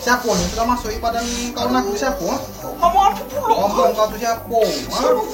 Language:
Musi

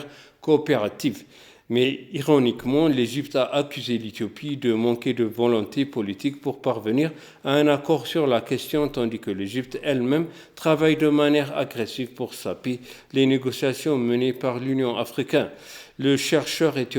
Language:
French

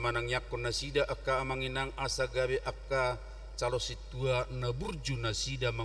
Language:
Batak Toba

